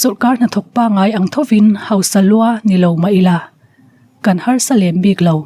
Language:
Mizo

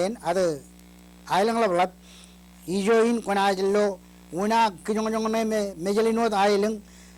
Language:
Marshallese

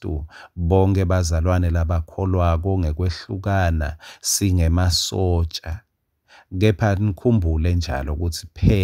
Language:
Swati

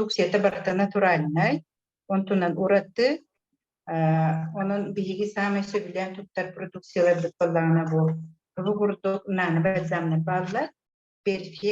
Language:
Yakut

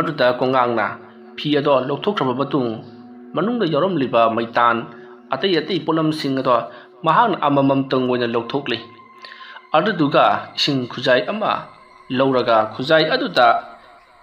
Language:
Manipuri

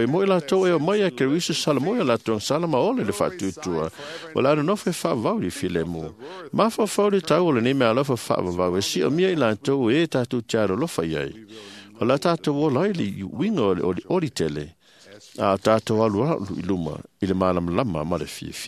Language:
Samoan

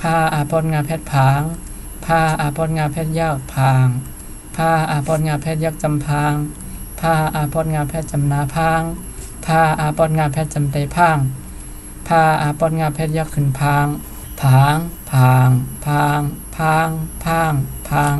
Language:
Shan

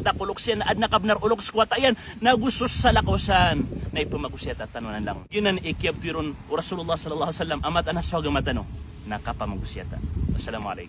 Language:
Maranao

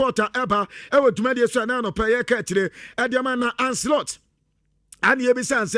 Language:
Akan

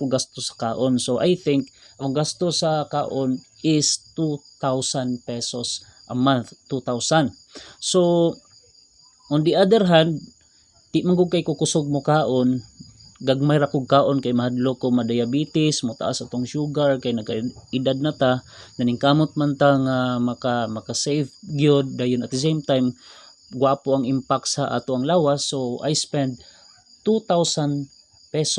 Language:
Cebuano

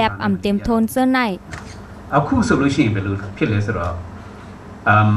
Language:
Shan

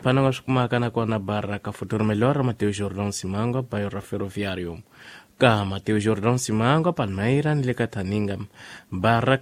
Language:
Tsonga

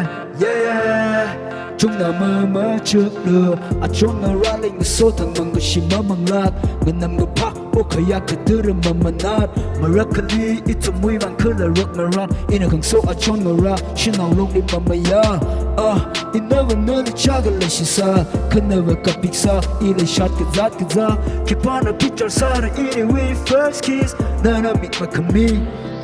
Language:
Tangkhul Naga (India)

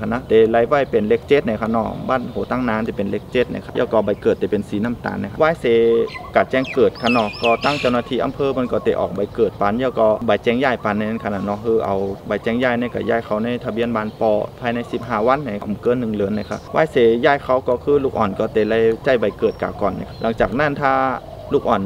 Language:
Shan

